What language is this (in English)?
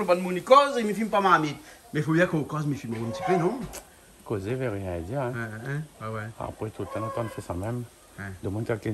Réunion Creole French